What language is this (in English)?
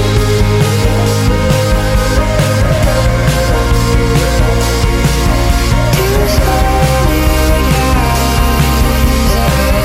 Basque